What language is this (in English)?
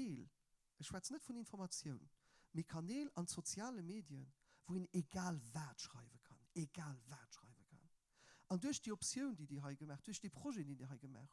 Luxembourgish